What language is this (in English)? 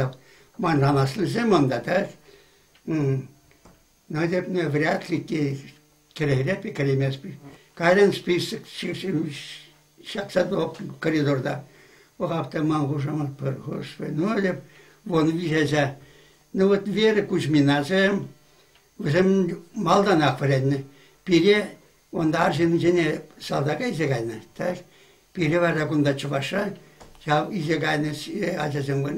Chuvash